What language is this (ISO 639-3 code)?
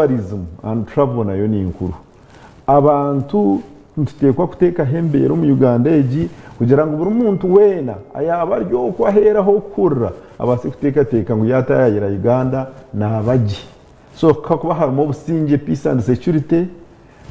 nyn